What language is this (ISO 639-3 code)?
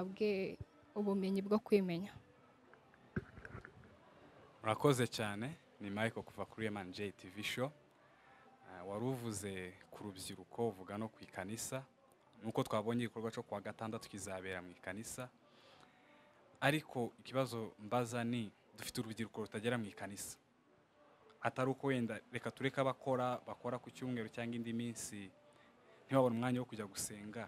kin